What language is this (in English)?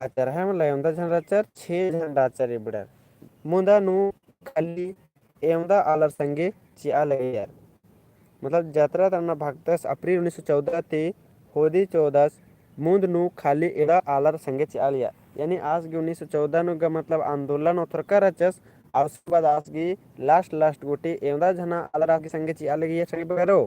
Kurukh